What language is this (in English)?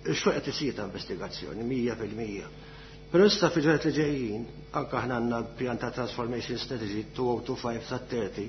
Maltese